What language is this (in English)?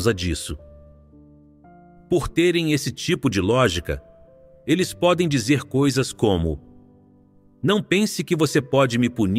Portuguese